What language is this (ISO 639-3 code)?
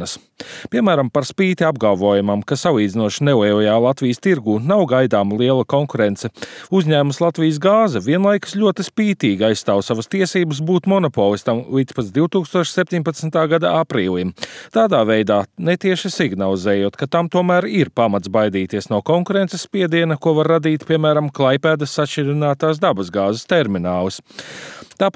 lav